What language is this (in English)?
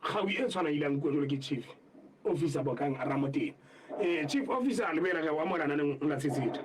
Southern Sotho